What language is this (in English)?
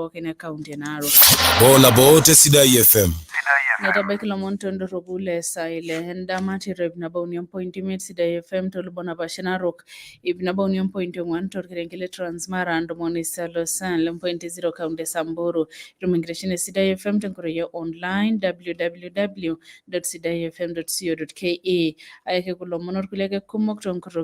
Masai